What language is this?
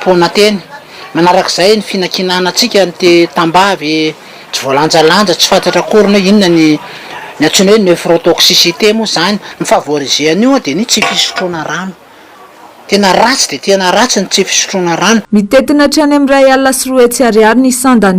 Malagasy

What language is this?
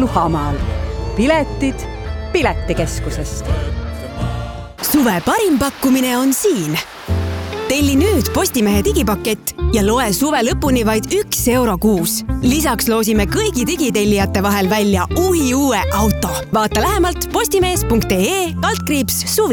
Estonian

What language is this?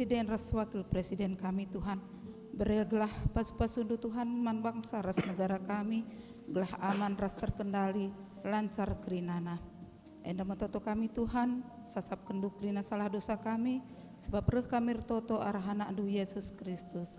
Batak Karo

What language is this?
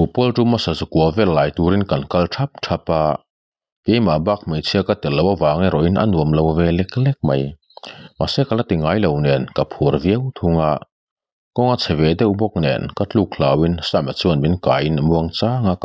Mizo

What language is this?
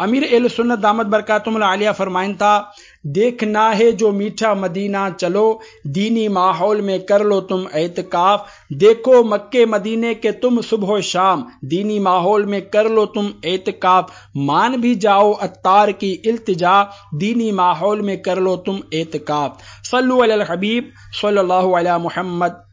Sindhi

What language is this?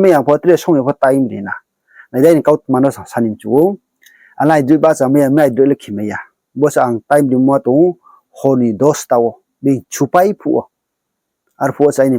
Riang (India)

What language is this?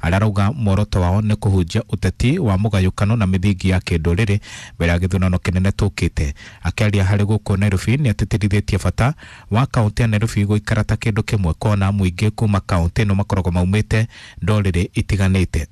Kikuyu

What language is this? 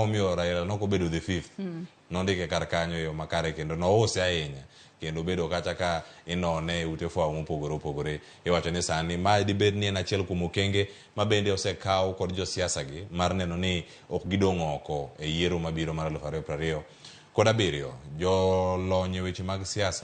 Luo (Kenya and Tanzania)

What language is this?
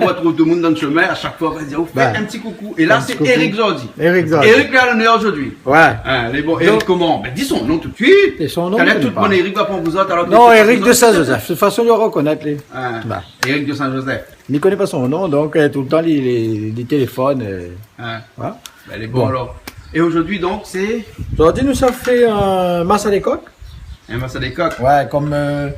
Réunion Creole French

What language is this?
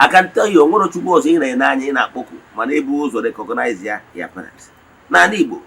Igbo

